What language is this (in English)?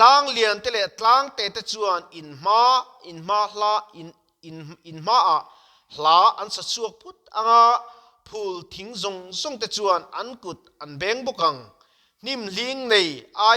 Mizo